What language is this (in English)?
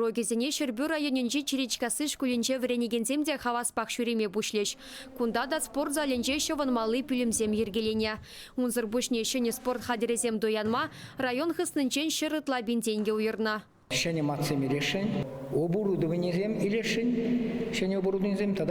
Chuvash